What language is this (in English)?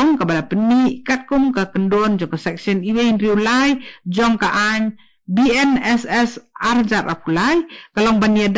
Khasi